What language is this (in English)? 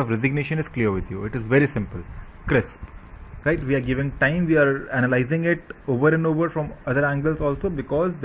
English